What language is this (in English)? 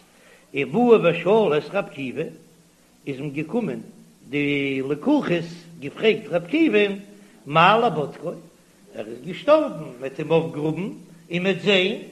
Yiddish